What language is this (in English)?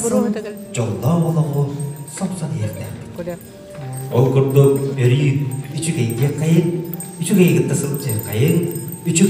Yakut